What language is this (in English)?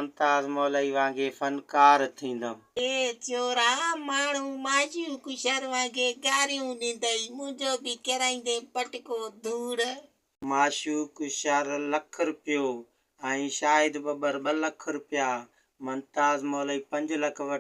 Sindhi